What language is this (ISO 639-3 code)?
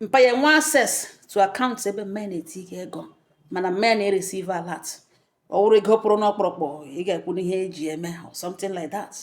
ibo